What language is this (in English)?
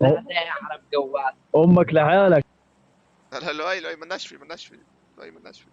North Levantine Arabic